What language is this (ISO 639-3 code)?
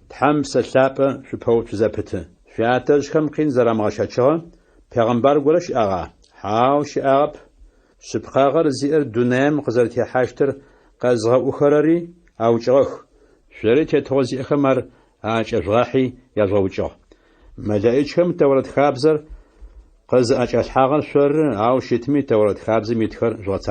ady